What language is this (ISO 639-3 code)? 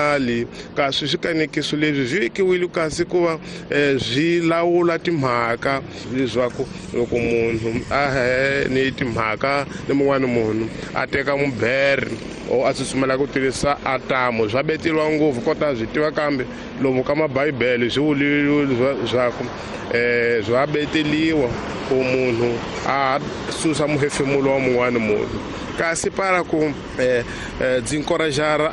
tso